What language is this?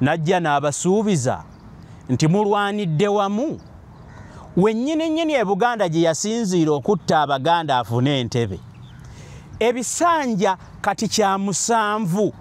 Ganda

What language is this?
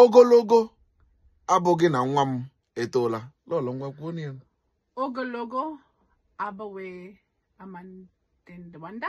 Igbo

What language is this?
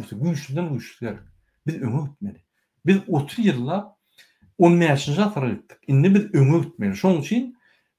Turkmen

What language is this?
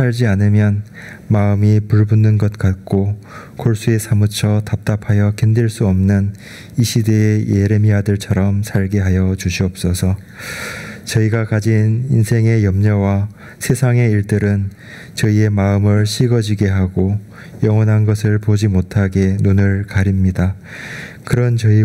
Korean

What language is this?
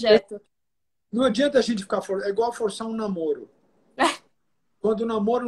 Portuguese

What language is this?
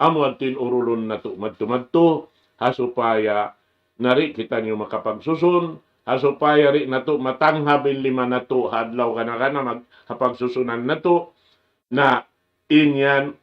Tausug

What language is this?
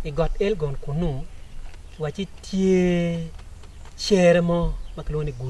Acoli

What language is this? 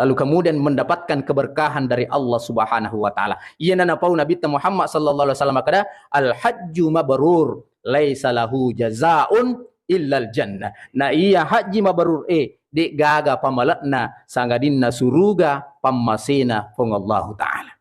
Buginese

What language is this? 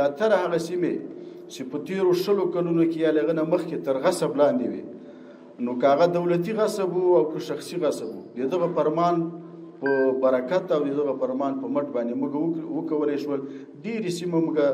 Pashto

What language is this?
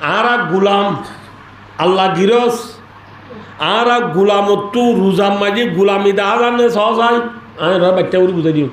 Rohingya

